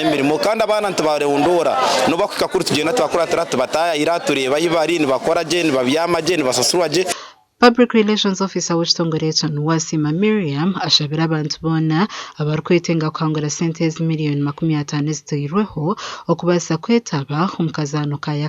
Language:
Nyankole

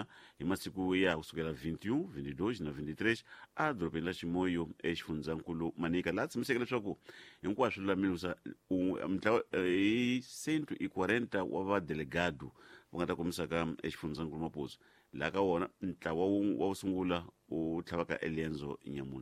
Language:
Tsonga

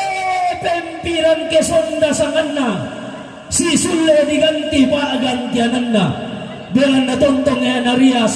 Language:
Toraja-Sa'dan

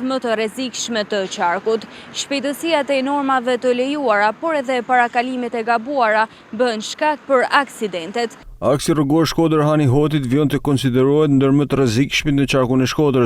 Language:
Albanian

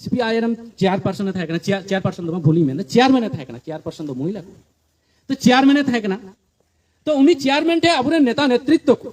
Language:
Santali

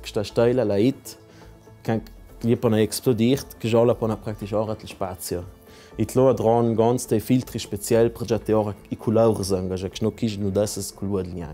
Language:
Ladin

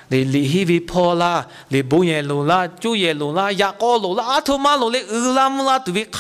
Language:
Lahu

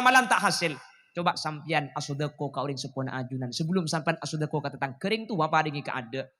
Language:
Madurese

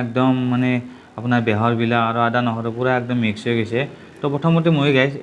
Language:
Assamese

